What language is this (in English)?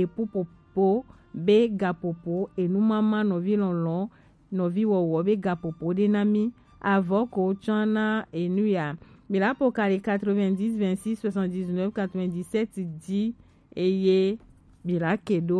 Gen